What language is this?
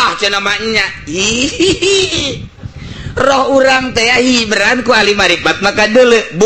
Sundanese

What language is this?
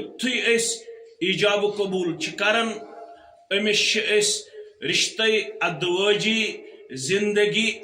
Kashmiri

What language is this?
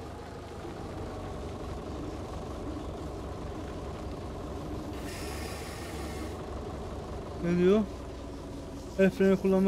Turkish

